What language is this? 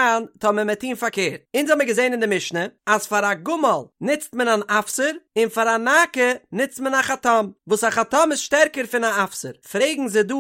Yiddish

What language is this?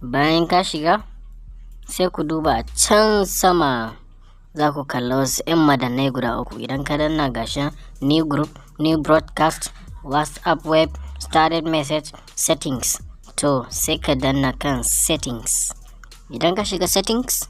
Hausa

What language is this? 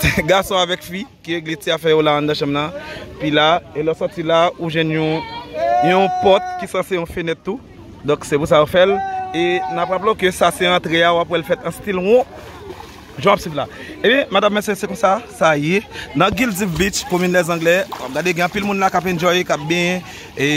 Haitian Creole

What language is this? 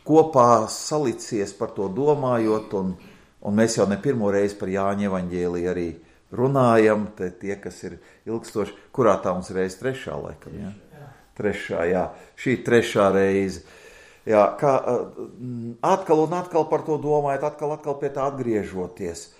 Latvian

